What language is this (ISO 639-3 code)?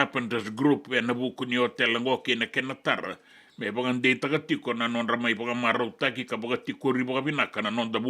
fij